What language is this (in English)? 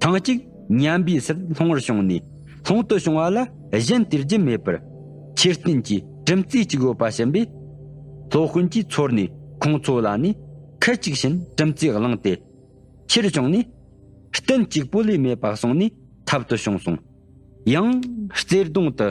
Tibetan